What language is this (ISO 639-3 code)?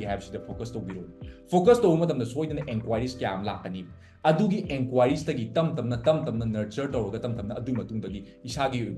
mni